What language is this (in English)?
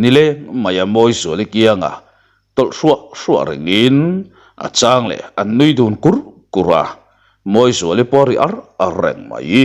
Mizo